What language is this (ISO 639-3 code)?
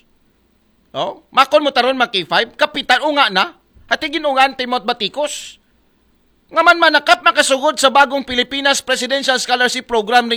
akl